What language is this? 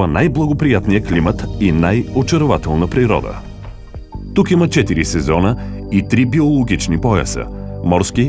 Bulgarian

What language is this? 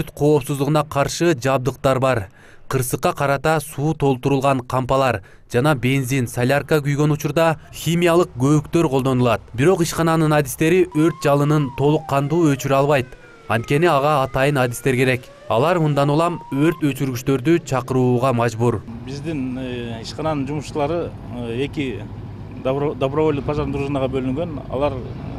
Kyrgyz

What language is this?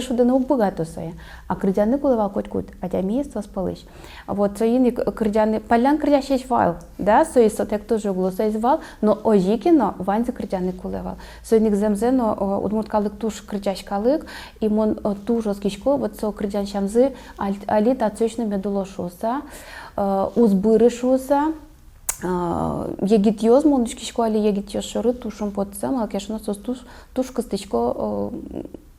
Udmurt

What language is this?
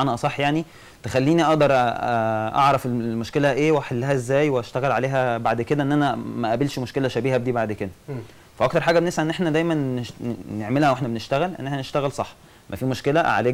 Egyptian Arabic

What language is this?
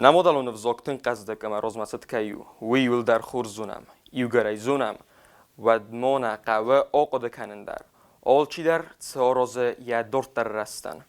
Ossetic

